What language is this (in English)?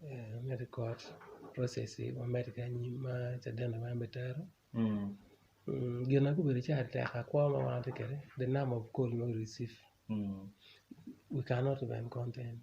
Acoli